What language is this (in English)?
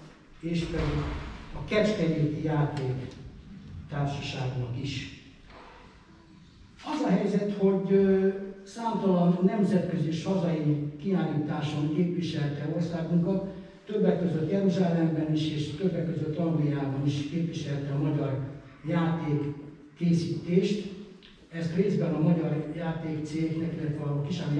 Hungarian